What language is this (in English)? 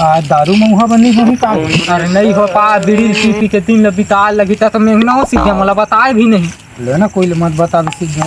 Chhattisgarhi